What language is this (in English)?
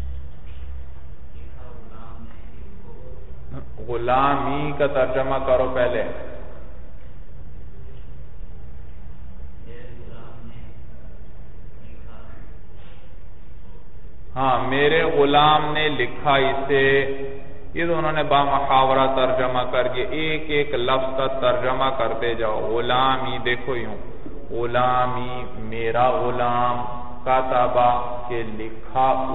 Urdu